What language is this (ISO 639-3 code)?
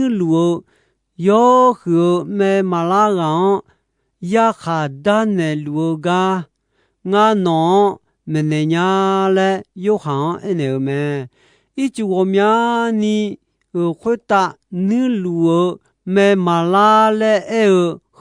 ahk